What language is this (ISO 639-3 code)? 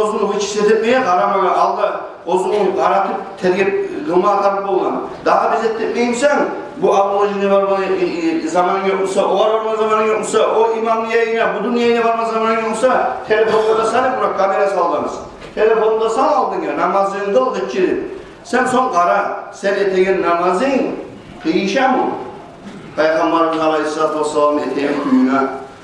kum